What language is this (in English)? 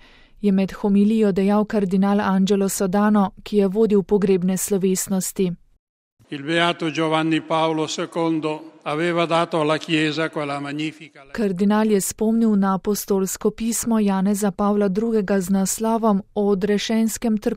Slovenian